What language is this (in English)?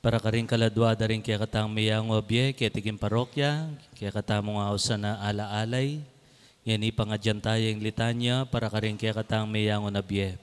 Pampanga